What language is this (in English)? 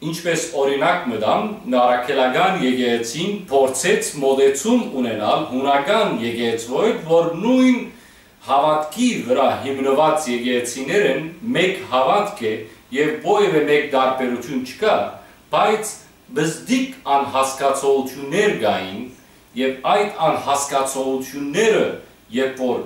Western Armenian